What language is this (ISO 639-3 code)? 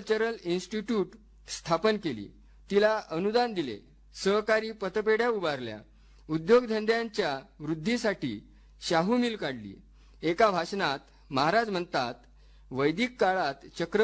mar